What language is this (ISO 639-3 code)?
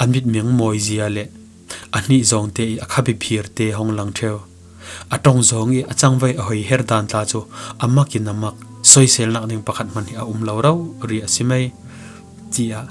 cfm